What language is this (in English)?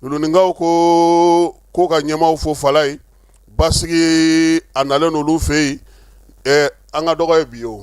Bambara